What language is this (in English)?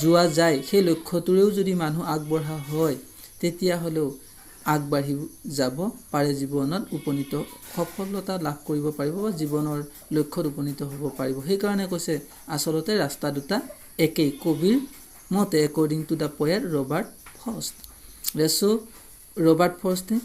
Assamese